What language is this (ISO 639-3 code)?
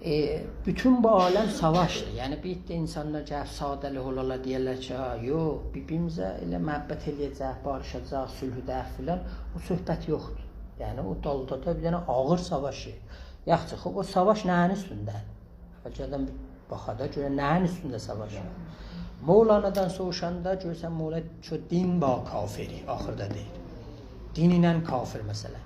azb